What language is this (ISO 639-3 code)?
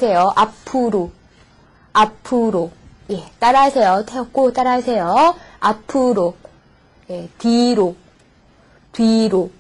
kor